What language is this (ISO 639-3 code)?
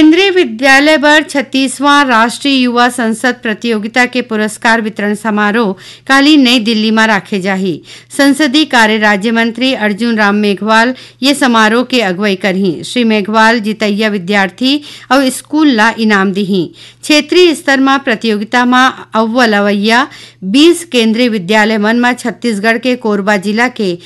hne